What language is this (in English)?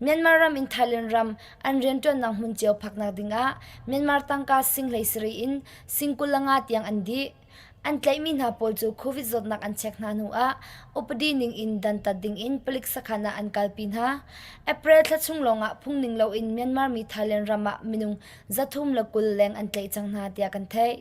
Hakha Chin